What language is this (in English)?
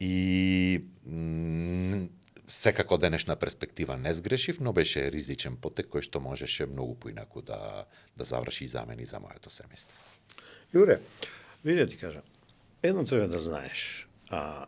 Macedonian